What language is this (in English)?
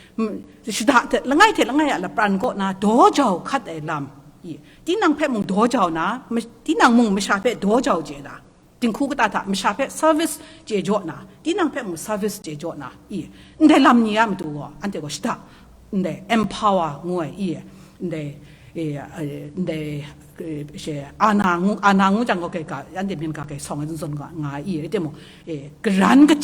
Kachin